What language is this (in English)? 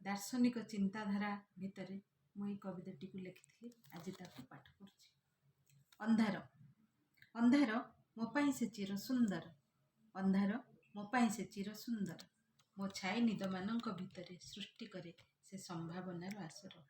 Odia